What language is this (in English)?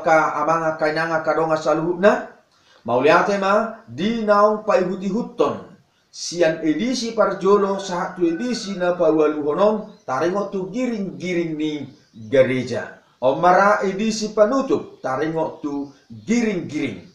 Batak Toba